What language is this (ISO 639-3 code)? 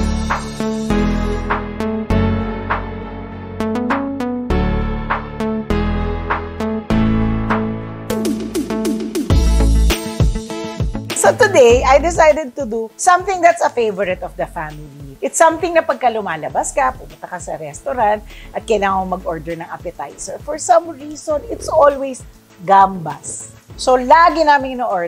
fil